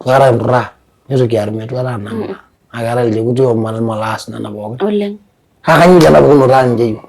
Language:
Masai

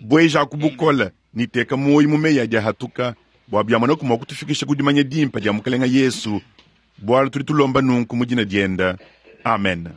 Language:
Luba-Lulua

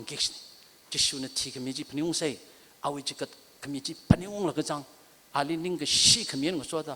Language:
Tangkhul Naga (India)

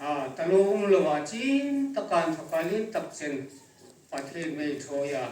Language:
Hmar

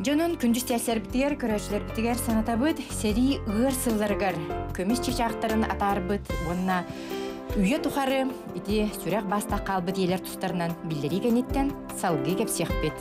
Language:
Yakut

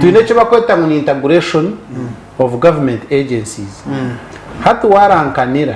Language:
Nyankole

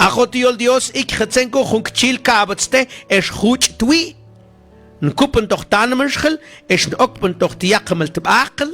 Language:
Mam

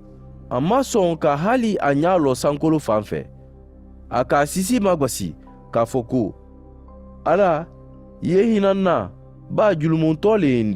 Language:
Mandingo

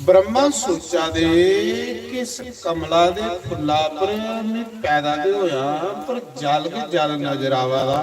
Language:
Dogri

